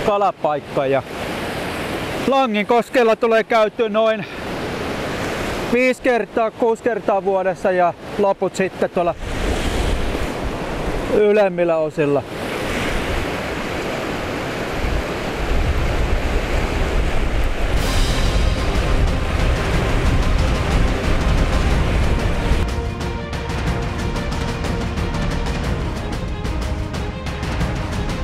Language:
Finnish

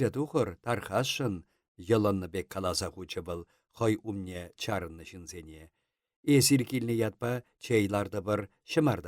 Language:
Chuvash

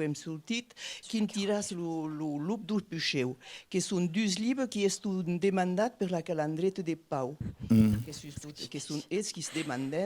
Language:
Occitan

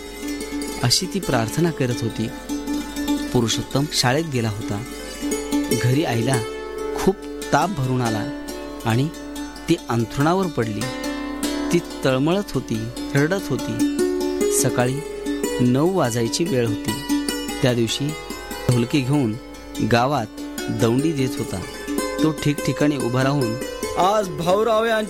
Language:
Marathi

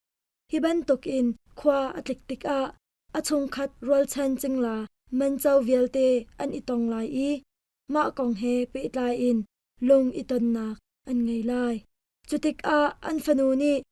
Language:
Hakha Chin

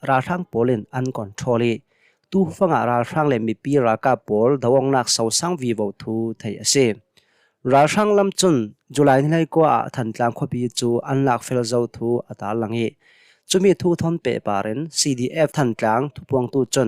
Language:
Hakha Chin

